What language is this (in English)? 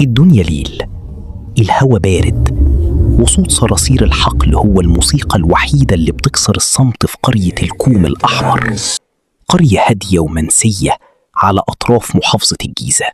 Egyptian Arabic